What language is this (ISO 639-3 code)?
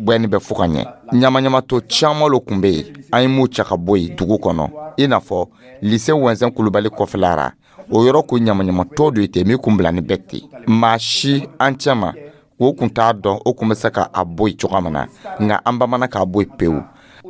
dyu